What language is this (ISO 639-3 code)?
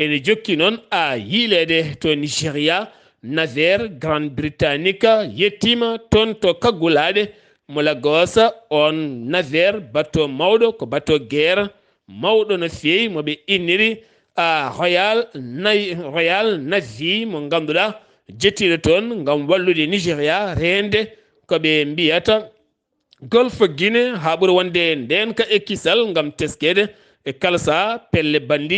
ful